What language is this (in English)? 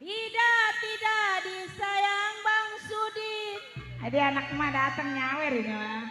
Betawi